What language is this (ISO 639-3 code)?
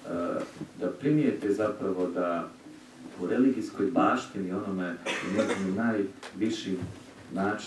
hrv